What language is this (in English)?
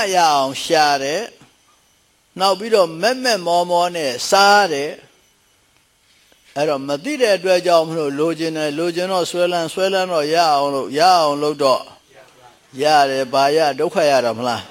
Burmese